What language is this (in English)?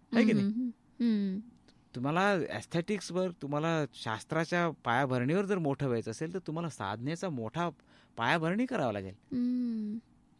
Marathi